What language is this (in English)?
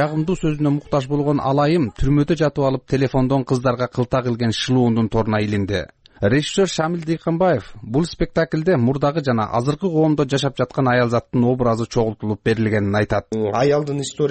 Kyrgyz